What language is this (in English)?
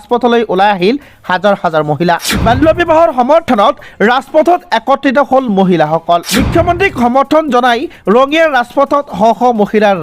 Assamese